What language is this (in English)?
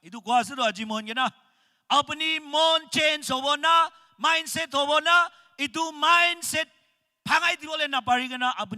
Naga Pidgin